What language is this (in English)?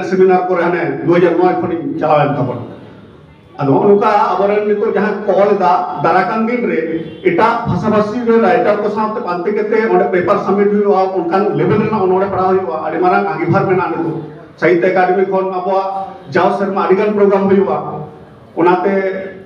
Santali